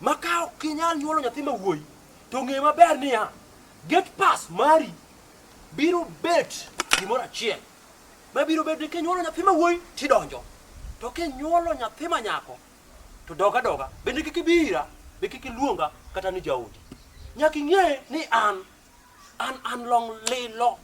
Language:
Luo (Kenya and Tanzania)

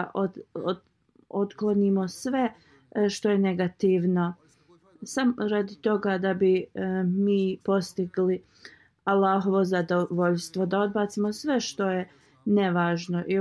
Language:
Bosnian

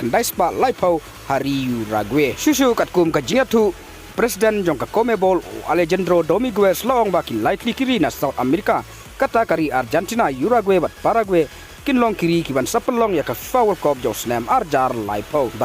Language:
Khasi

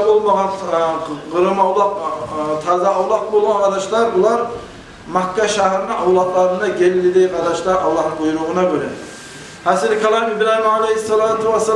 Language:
Kumyk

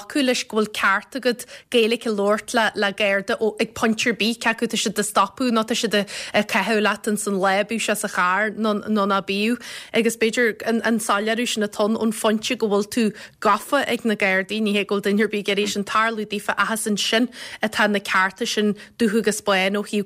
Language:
Irish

